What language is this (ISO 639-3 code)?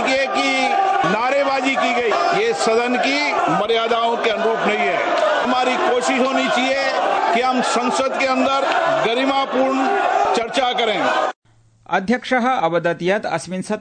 san